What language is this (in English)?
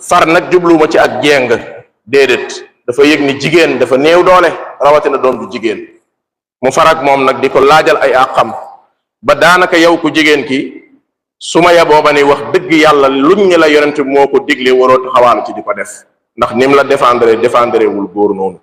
Wolof